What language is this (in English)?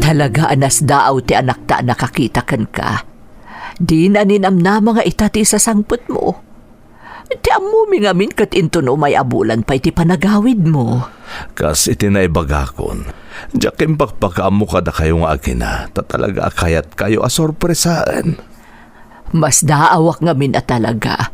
Iloko